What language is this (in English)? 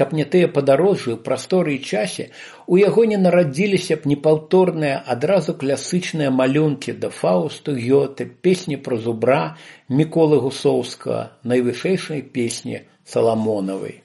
Belarusian